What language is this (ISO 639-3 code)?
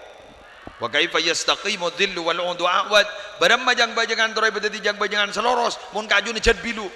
mad